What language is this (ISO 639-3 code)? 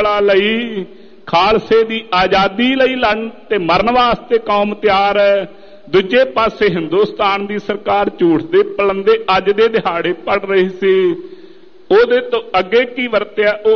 pan